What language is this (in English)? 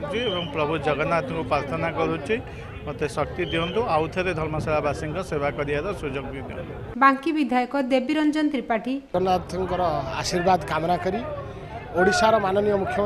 Odia